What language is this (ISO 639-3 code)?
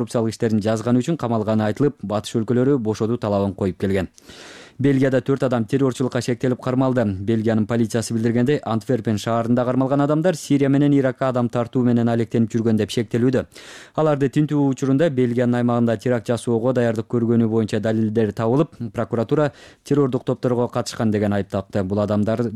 kir